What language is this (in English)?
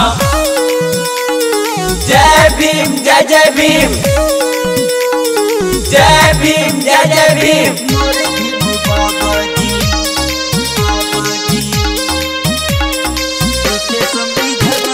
Bhojpuri